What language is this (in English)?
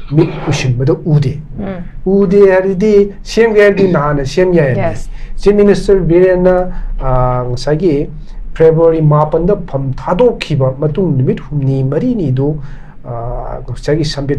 Manipuri